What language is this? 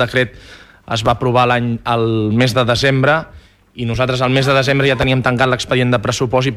Catalan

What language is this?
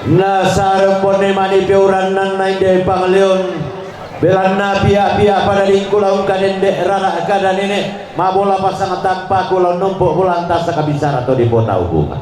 Toraja-Sa'dan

